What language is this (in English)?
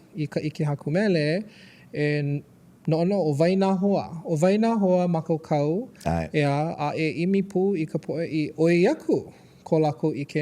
Hawaiian